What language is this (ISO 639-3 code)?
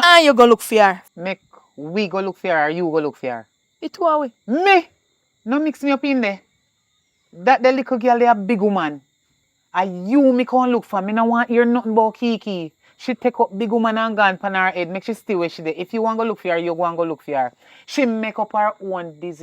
jam